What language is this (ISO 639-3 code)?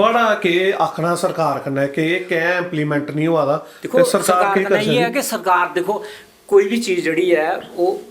doi